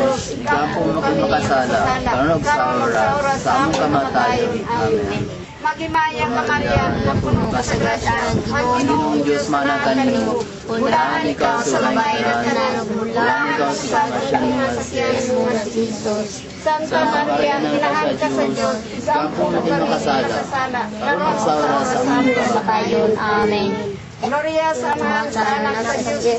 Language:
Cebuano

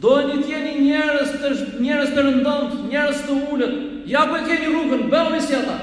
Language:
Albanian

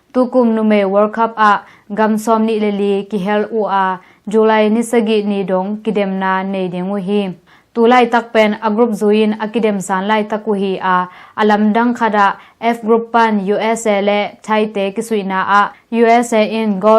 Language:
Tedim Chin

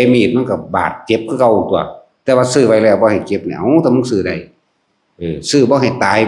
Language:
Northeastern Thai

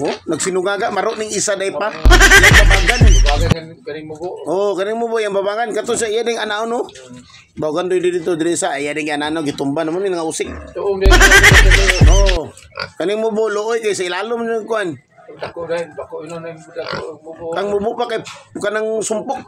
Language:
Cebuano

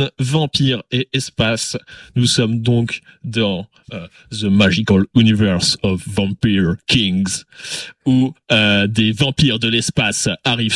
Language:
French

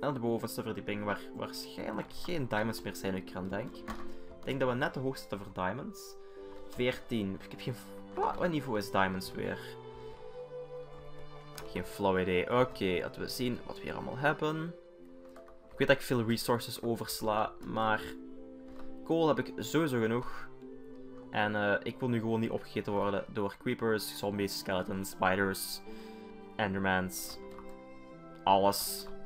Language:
Dutch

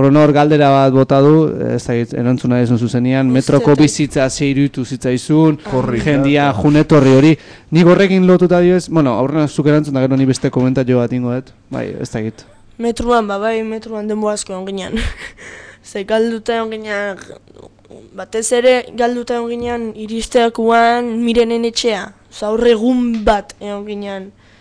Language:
Basque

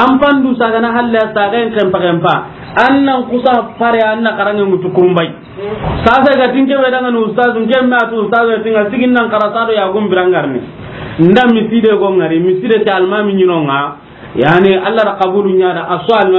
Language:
Soninke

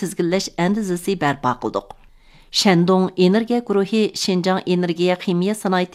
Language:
Uyghur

